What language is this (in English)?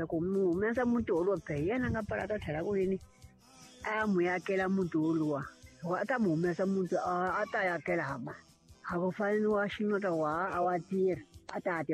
Tsonga